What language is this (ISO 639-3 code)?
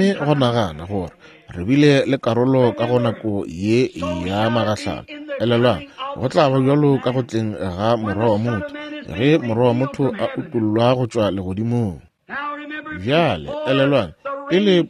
nso